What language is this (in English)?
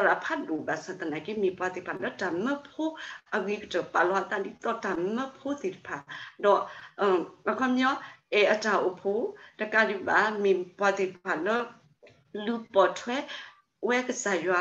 S'gaw Karen